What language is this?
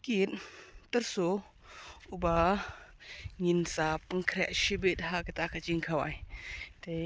Khasi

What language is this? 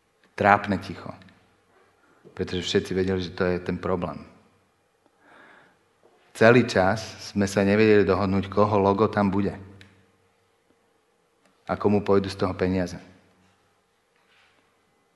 Slovak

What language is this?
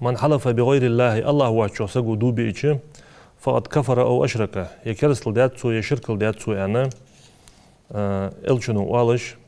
Ingush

